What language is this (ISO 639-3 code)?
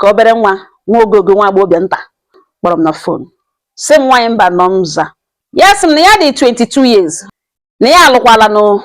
ibo